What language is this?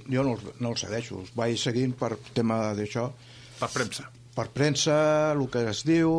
Catalan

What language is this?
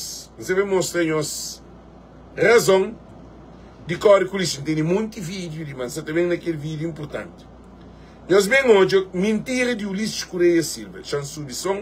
Kabuverdianu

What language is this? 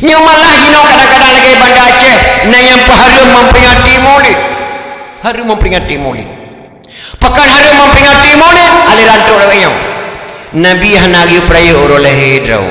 Achinese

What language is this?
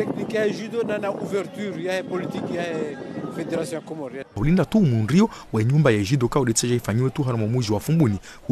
Ngazidja Comorian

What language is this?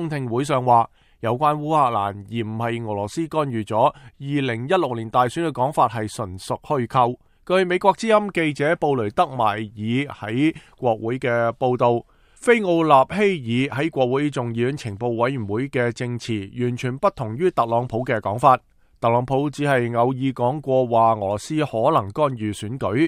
Cantonese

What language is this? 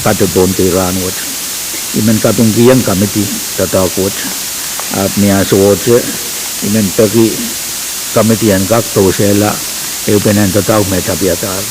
Pohnpeian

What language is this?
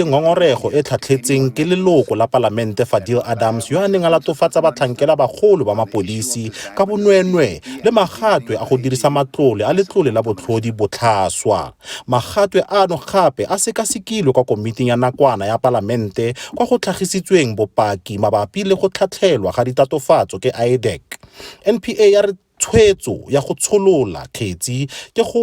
Tswana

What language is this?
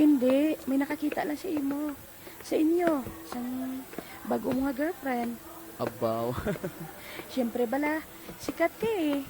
Hiligaynon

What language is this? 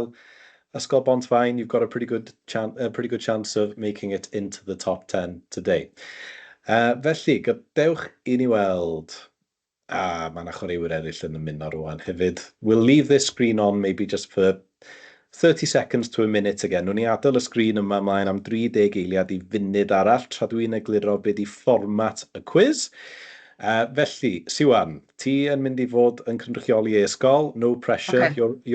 Welsh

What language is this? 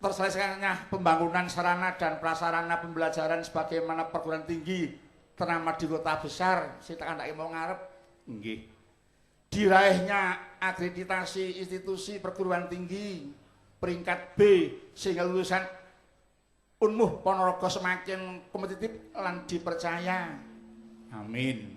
Javanese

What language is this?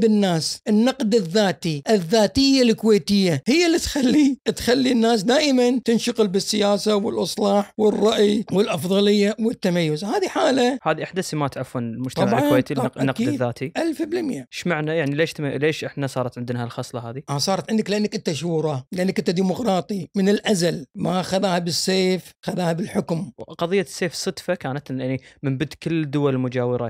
Gulf Arabic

